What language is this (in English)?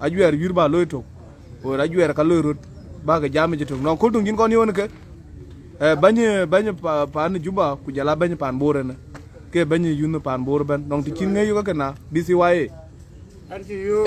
Dinka